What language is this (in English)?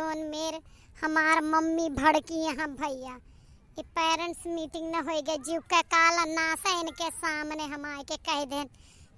Awadhi